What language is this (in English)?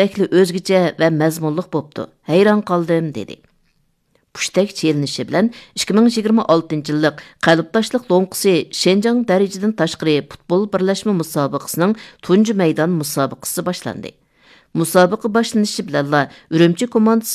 Uyghur